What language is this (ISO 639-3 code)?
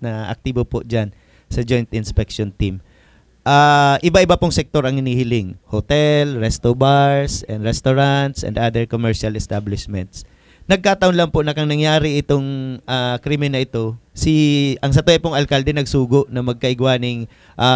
bik